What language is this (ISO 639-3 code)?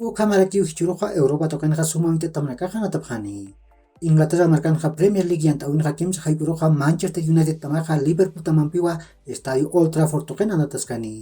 aym